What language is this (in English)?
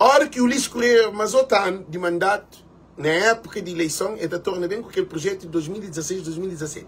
Kabuverdianu